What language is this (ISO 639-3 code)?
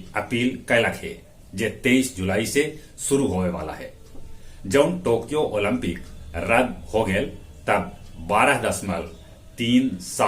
mag